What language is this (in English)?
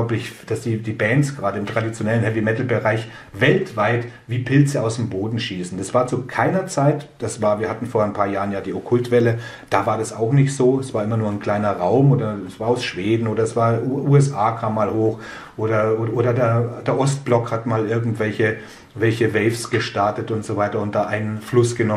German